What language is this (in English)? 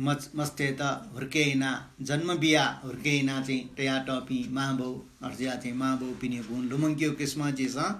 Newari